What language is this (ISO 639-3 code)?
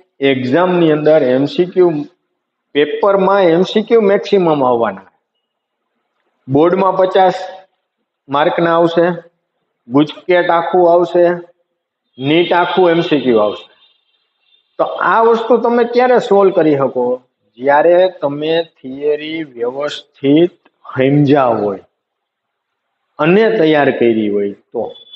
guj